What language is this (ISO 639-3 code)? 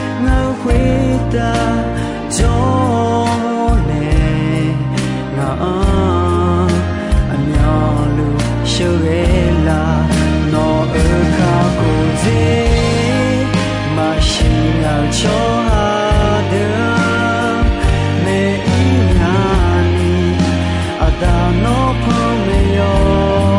ahk